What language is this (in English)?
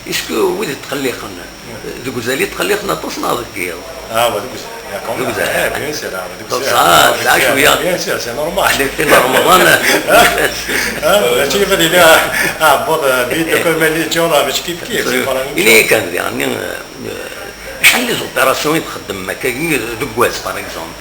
Kabyle